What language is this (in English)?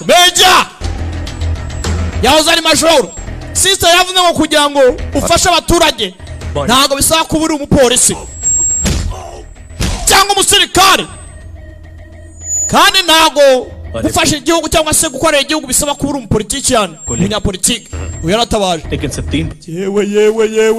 Kinyarwanda